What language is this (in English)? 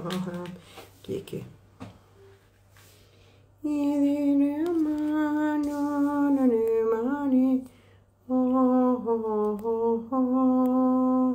Persian